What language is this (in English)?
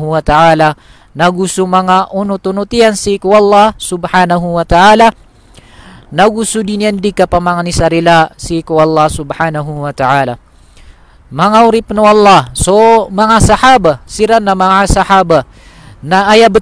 Maranao